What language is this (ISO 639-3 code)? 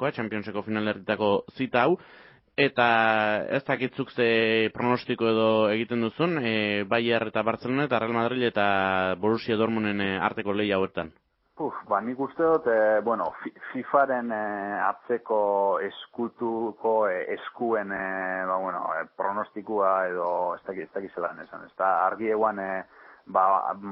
eus